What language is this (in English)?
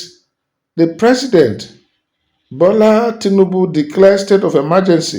Nigerian Pidgin